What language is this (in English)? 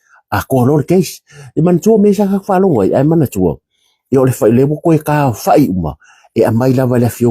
Samoan